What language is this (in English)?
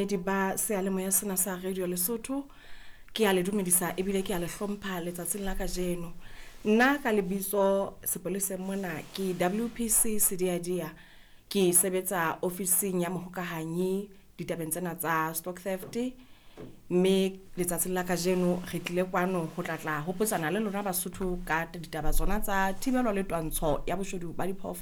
Southern Sotho